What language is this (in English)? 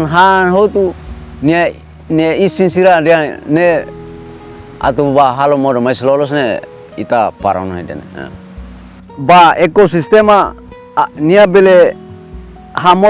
Tetum